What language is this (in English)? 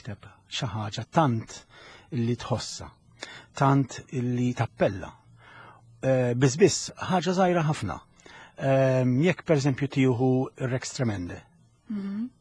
Maltese